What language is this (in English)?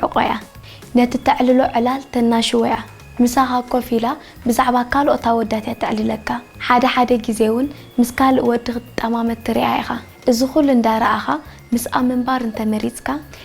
Tigrinya